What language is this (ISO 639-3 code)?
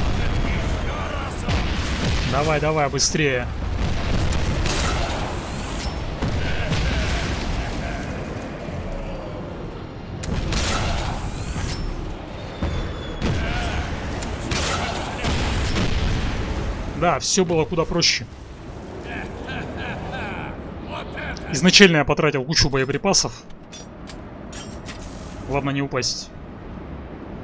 rus